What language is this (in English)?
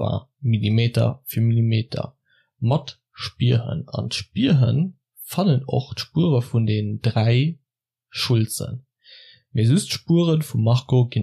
Luxembourgish